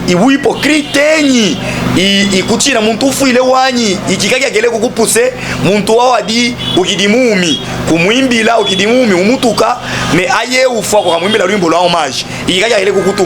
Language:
Luba-Katanga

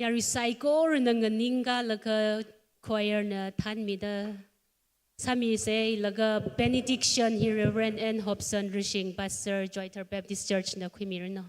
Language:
Tangkhul Naga (India)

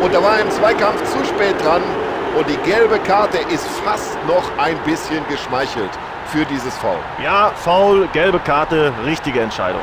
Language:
Bavarian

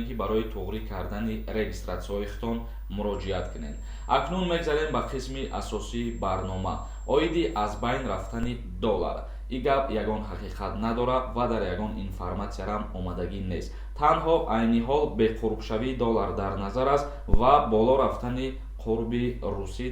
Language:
Tajik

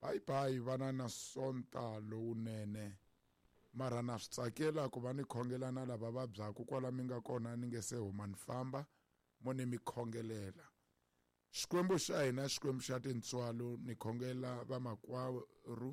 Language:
Tsonga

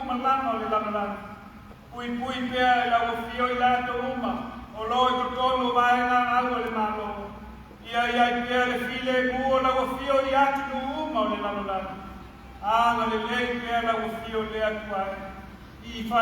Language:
Samoan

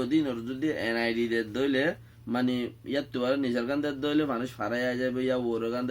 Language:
Rohingya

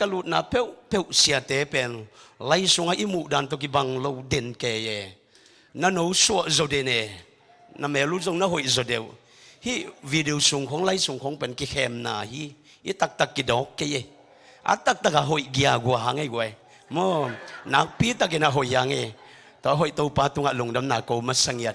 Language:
Tedim Chin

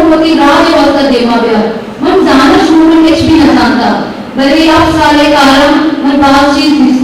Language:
Eastern Balochi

